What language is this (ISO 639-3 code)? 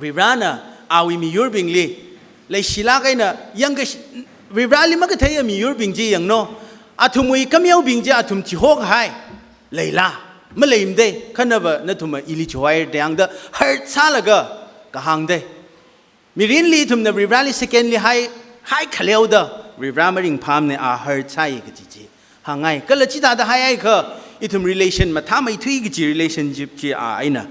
nmf